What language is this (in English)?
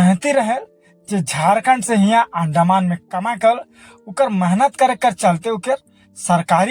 Sadri